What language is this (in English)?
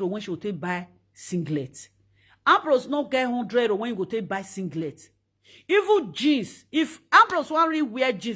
Nigerian Pidgin